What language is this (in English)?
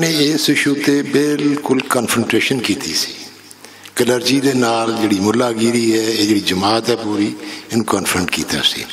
Western Panjabi